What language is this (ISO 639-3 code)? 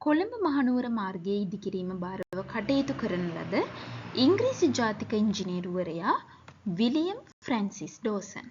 sin